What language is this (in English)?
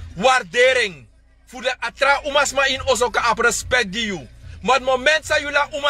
Sranan Tongo